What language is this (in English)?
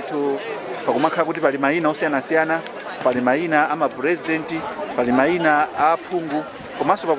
Nyanja